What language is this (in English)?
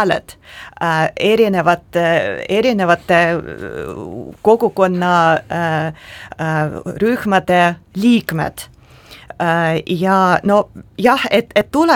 Estonian